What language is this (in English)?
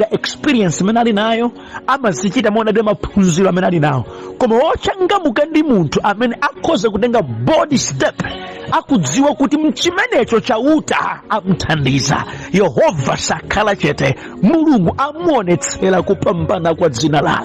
Nyanja